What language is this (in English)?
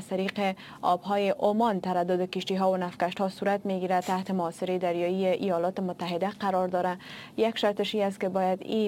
Persian